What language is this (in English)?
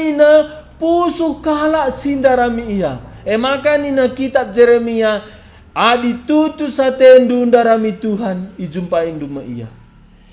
Batak Karo